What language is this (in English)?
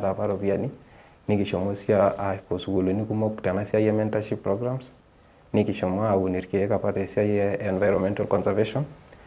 Masai